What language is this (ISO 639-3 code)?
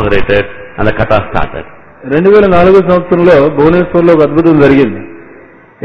tel